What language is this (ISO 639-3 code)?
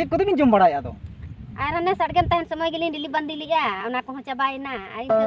sat